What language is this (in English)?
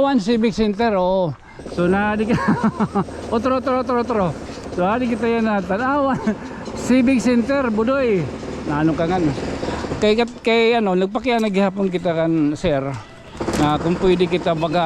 Waray